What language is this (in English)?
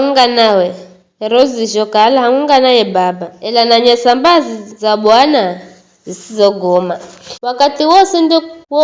Giryama